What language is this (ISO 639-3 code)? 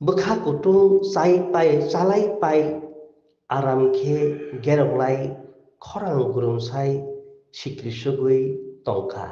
trp